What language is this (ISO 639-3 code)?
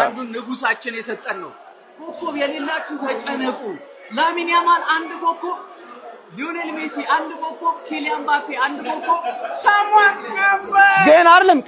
amh